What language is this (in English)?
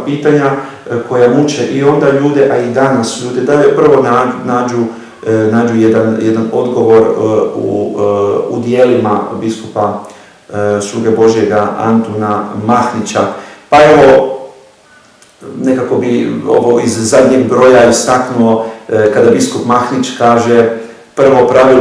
Croatian